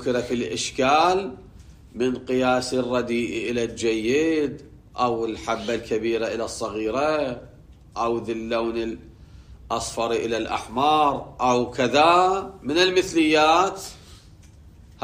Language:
Arabic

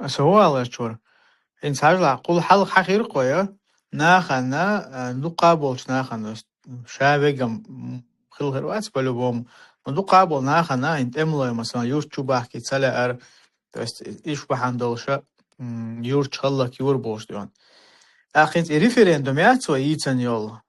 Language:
Chechen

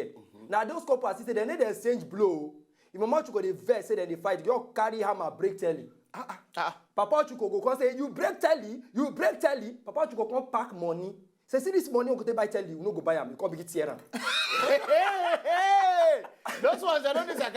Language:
Nigerian Pidgin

